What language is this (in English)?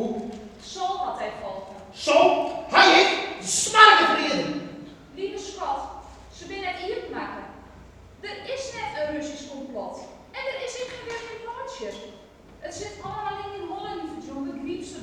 Western Frisian